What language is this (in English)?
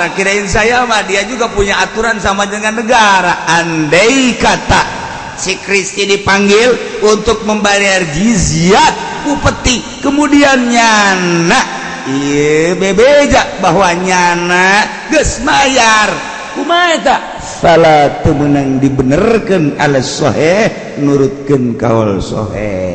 Sundanese